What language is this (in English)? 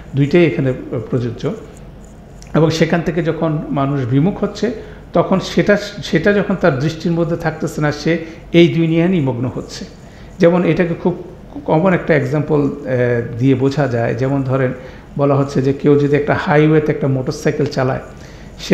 Bangla